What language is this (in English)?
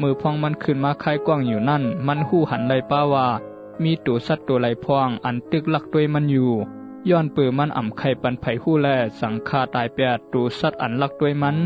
Shan